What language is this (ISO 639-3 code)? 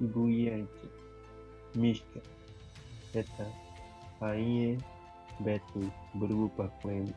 bzd